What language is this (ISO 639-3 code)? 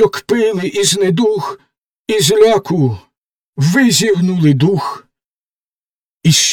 ukr